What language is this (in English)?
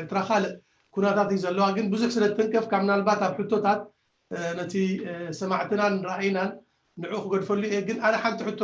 Tigrinya